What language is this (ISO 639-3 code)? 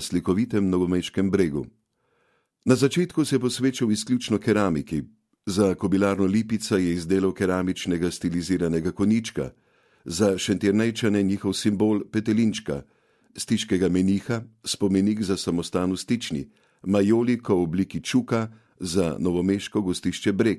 slv